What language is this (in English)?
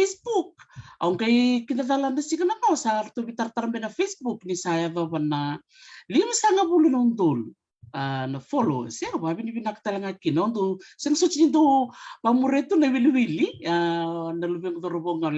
Fijian